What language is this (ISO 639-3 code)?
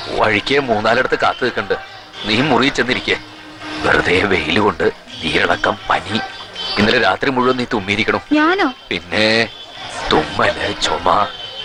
mal